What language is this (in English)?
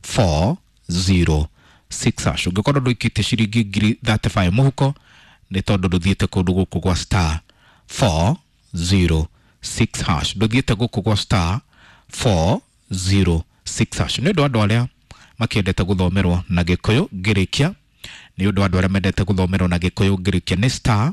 Kikuyu